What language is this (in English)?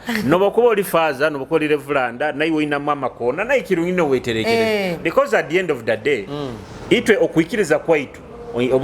Nyoro